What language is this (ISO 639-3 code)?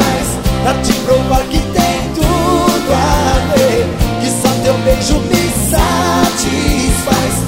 por